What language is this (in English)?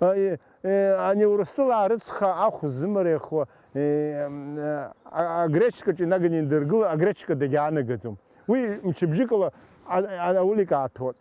Abkhazian